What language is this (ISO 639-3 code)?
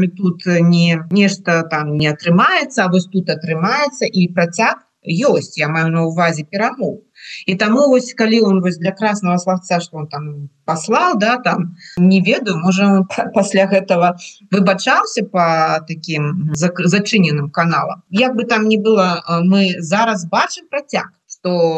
bel